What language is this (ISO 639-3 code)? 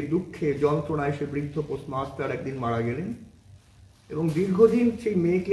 ben